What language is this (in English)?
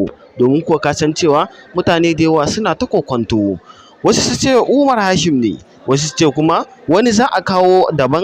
Hausa